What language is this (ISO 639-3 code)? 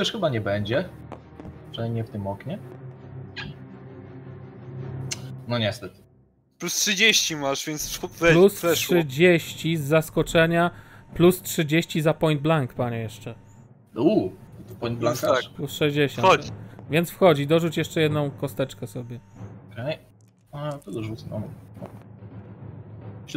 pol